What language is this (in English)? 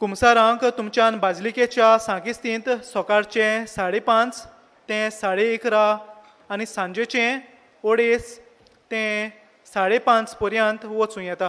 Konkani